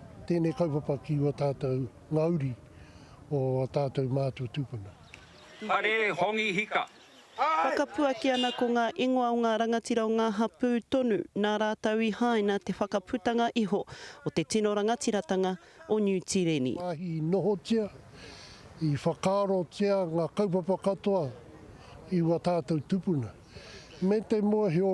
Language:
Māori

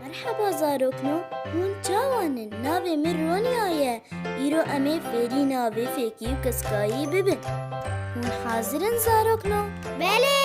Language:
Kurdish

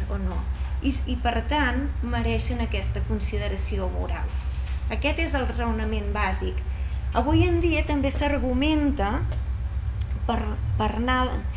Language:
Catalan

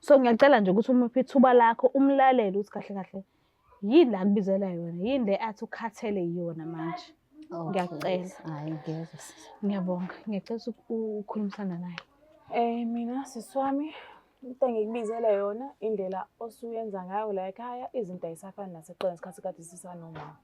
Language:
Zulu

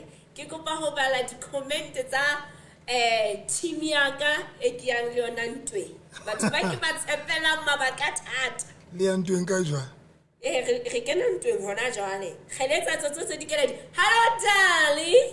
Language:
Southern Sotho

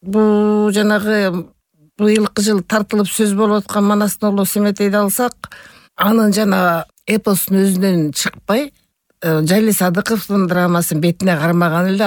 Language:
Kyrgyz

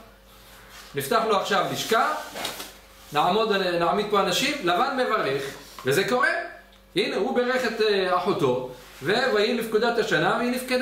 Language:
Hebrew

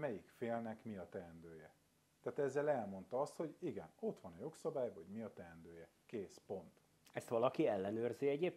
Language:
Hungarian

